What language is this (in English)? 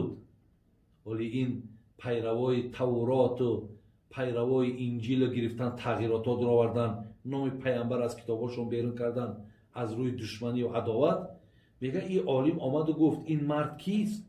Tajik